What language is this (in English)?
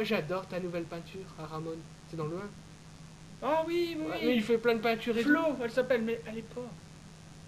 French